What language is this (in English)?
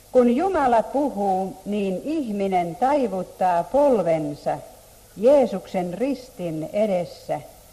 Finnish